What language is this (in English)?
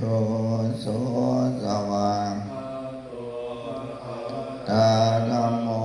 Pali